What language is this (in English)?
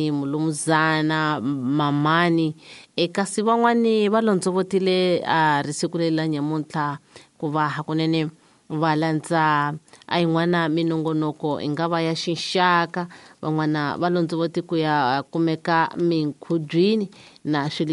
Tsonga